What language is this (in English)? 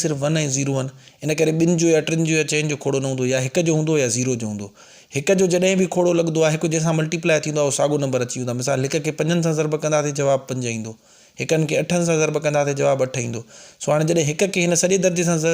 Sindhi